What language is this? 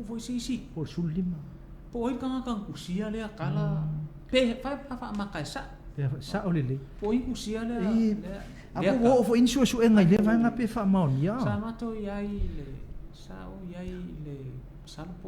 Samoan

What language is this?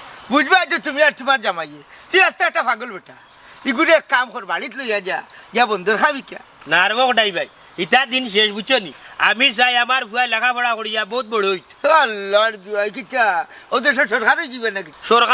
Sylheti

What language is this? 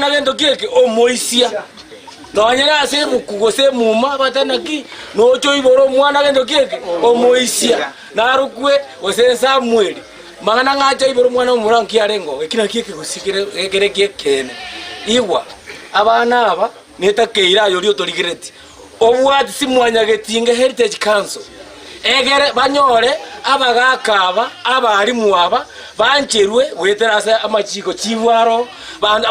Gusii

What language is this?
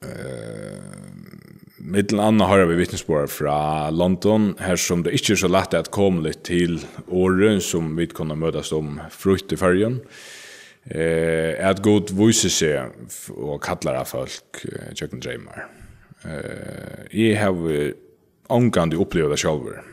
Faroese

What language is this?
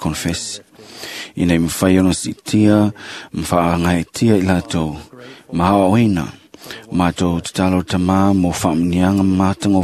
Samoan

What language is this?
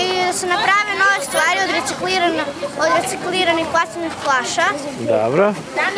Macedonian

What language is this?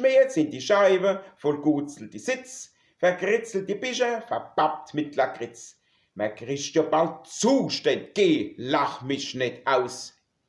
Palatine German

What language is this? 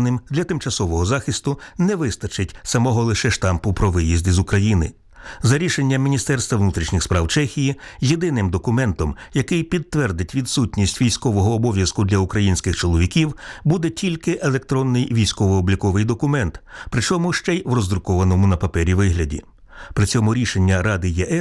Ukrainian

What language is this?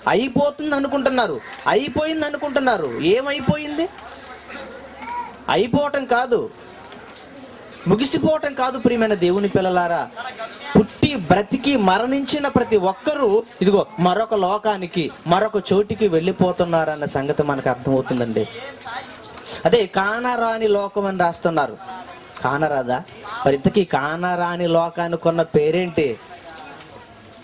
Telugu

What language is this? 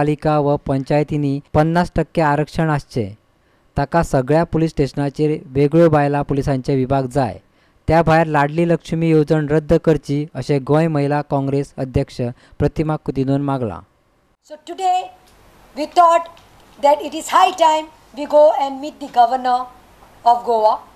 Konkani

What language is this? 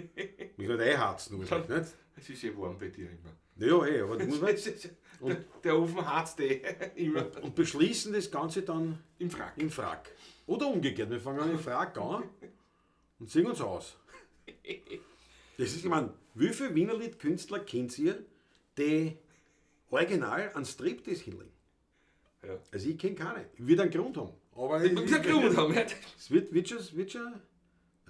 Bavarian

